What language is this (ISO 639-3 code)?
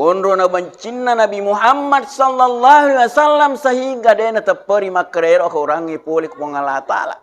bug